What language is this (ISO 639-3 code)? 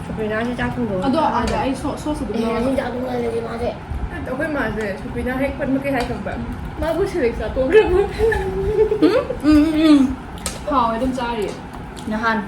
mni